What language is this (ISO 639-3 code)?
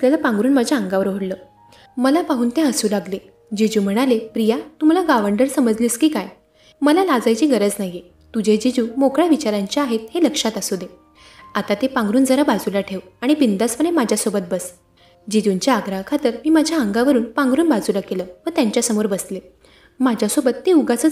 mar